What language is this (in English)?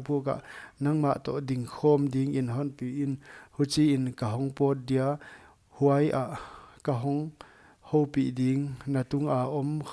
Paite Chin